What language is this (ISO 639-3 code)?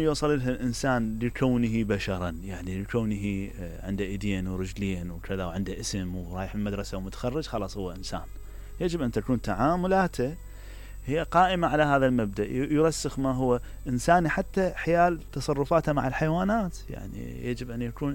acm